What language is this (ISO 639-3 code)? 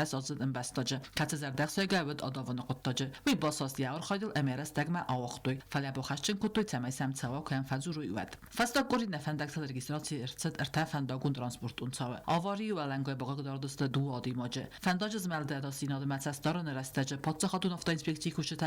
oss